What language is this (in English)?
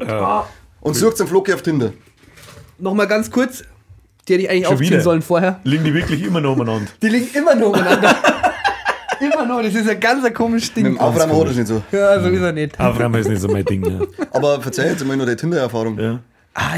Bavarian